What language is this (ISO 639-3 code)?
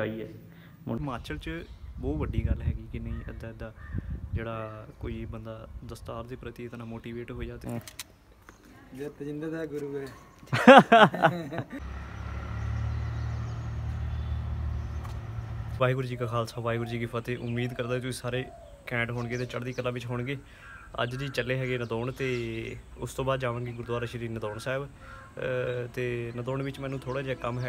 pan